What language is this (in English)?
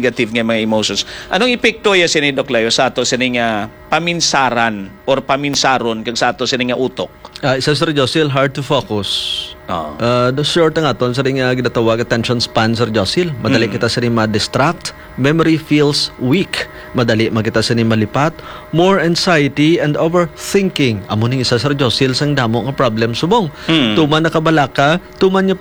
Hiligaynon